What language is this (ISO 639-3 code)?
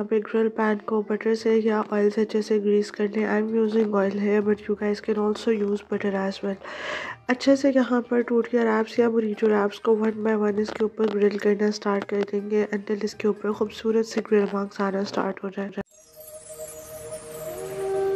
hin